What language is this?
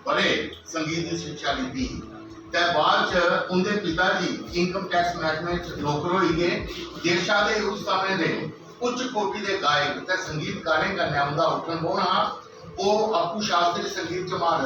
Dogri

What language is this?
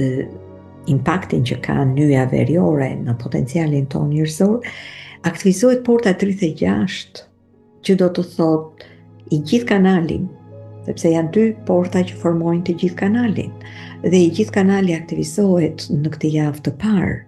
Albanian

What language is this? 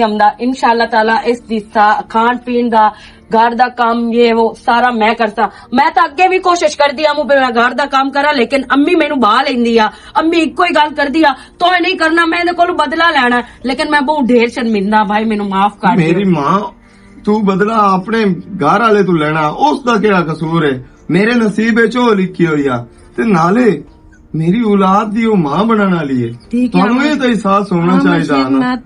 Western Panjabi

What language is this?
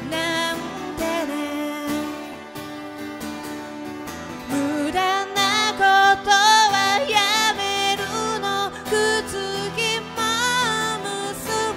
Japanese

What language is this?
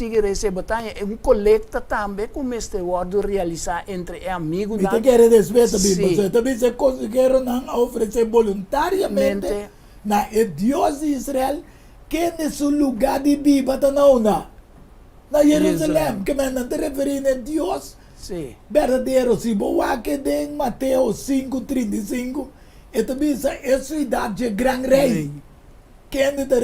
Papiamento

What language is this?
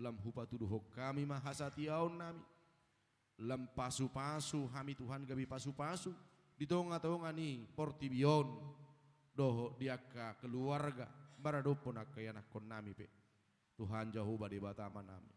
Batak Toba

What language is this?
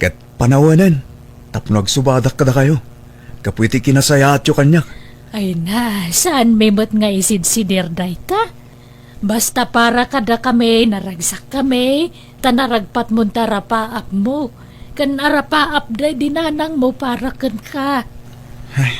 Iloko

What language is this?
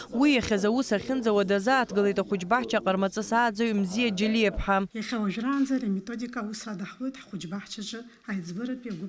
Abkhazian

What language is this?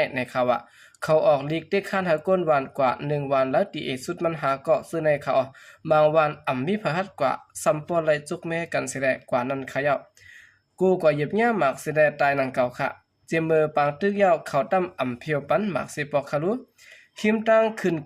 Shan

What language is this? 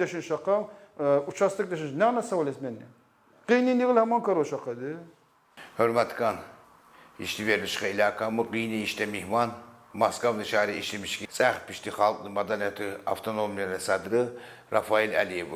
Tsakhur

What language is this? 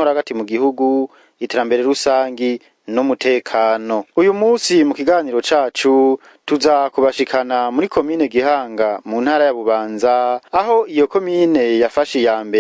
Rundi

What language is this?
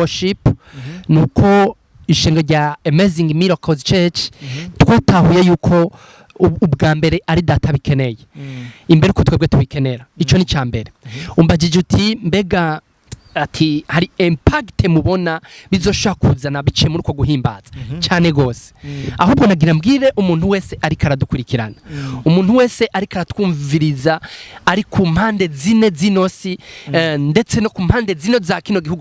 Rundi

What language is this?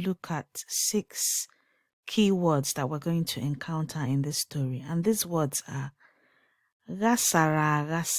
Igbo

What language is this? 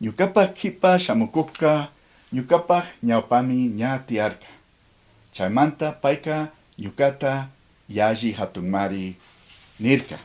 Chimborazo Highland Quichua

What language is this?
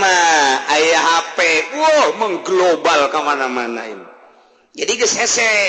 Sundanese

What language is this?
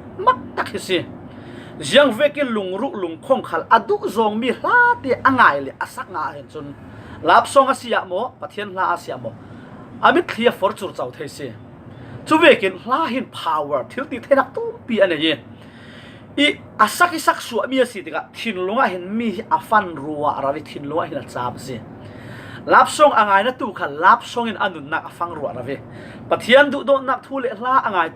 Falam Chin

